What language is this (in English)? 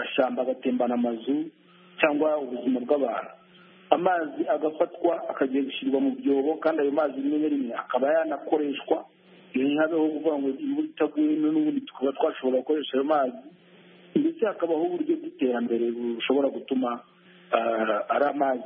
Kinyarwanda